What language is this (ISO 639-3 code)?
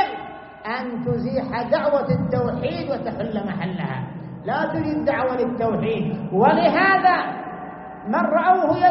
ara